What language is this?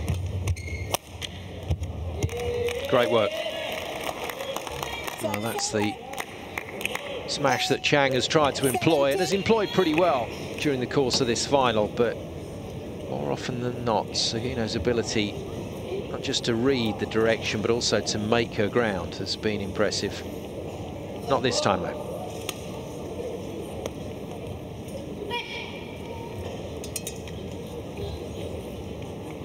English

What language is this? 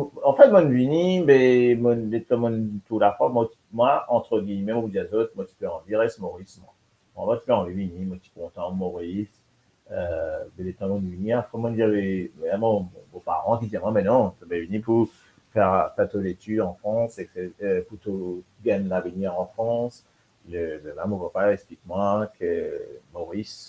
Morisyen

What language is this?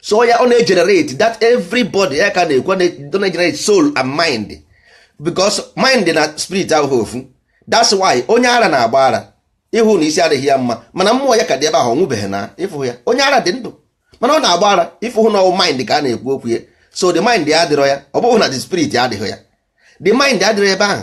Igbo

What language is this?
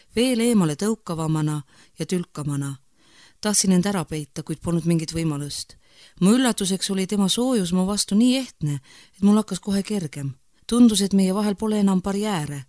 Estonian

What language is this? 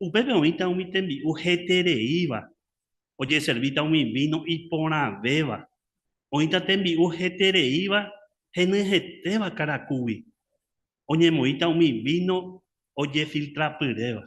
Guarani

